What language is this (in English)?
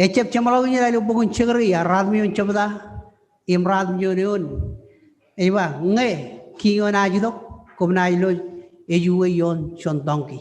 Marshallese